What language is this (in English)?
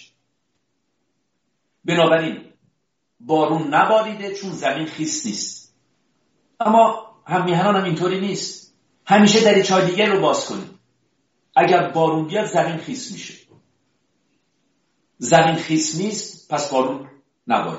Persian